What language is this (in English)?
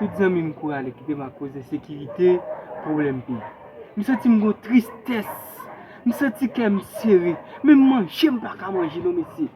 Haitian Creole